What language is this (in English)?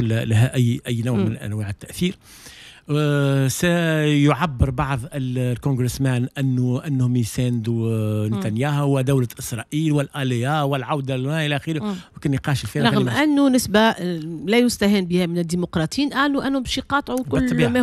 Tunisian Arabic